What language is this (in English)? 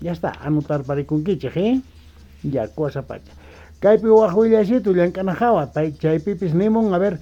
South Bolivian Quechua